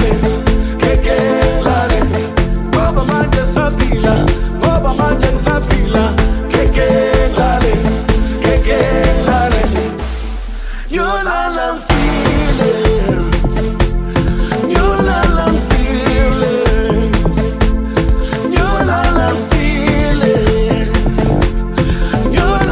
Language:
Zulu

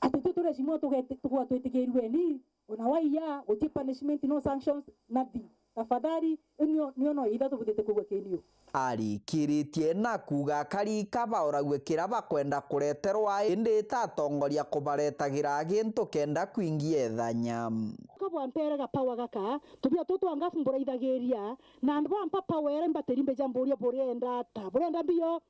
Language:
Meru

